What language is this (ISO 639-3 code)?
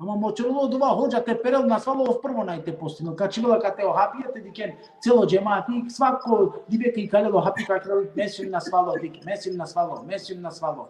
rmn